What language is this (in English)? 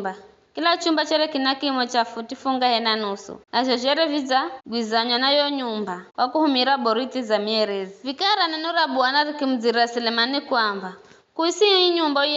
Giryama